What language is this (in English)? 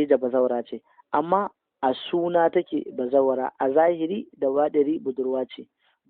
Hausa